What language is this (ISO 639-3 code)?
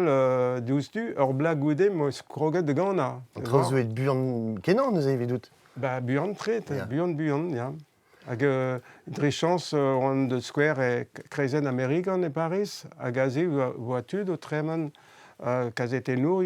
bre